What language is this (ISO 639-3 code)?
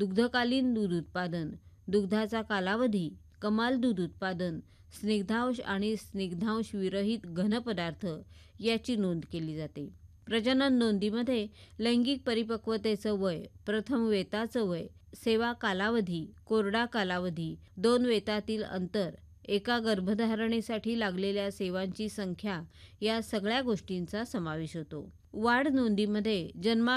mar